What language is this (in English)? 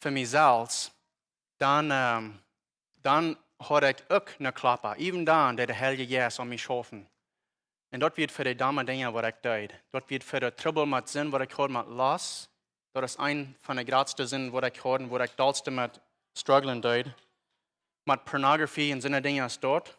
Plautdietsch